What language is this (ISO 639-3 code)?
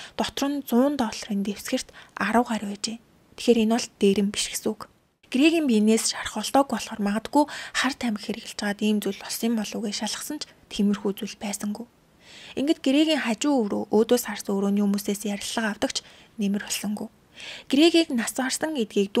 mon